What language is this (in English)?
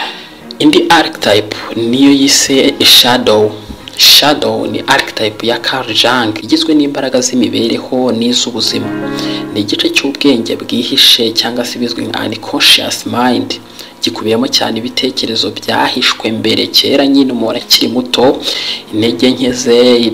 Kinyarwanda